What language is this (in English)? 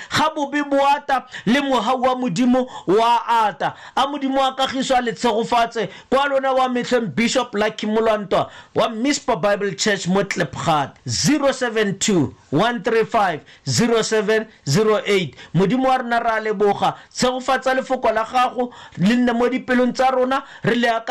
Tswana